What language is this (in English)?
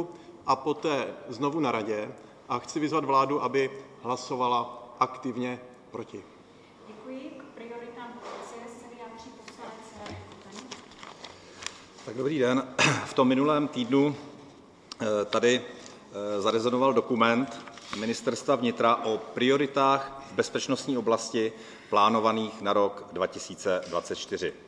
Czech